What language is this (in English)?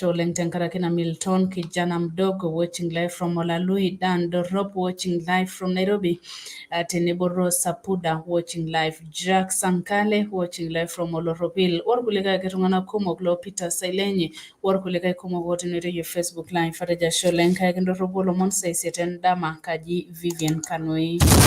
Masai